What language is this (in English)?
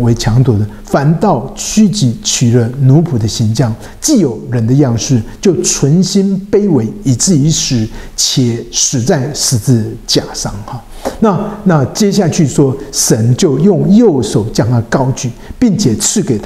Chinese